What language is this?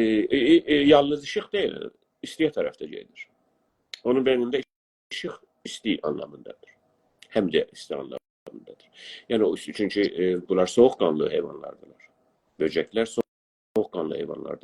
South Azerbaijani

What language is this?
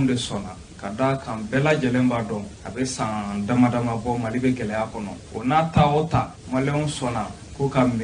Bambara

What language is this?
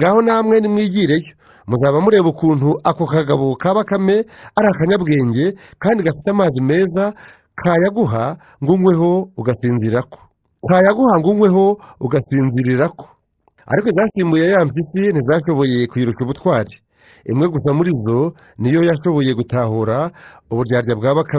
Kinyarwanda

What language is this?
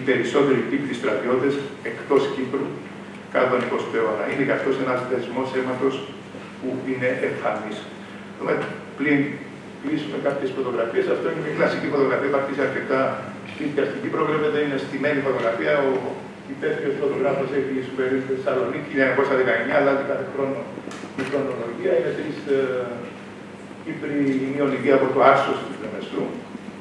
Greek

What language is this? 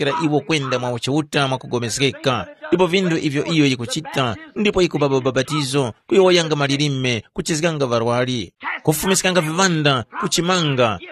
Tumbuka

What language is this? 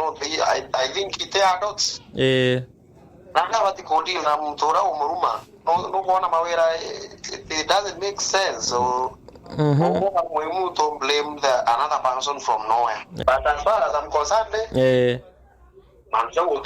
Meru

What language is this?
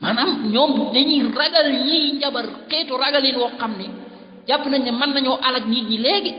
Wolof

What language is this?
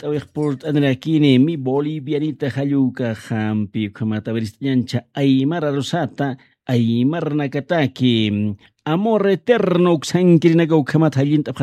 Aymara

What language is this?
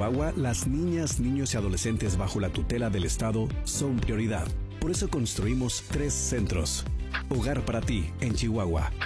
Spanish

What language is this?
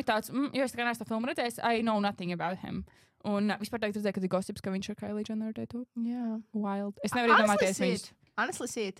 Latvian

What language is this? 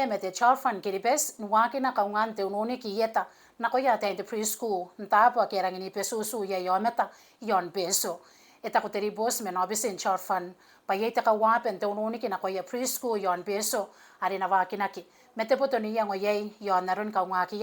Gilbertese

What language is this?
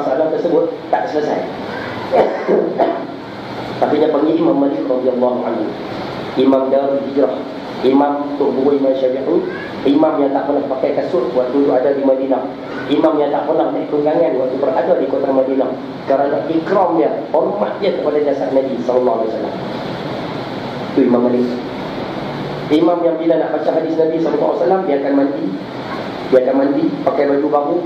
Malay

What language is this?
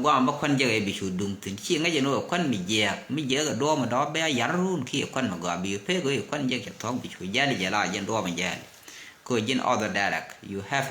Nuer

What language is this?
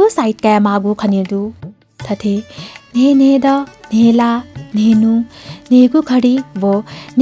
Newari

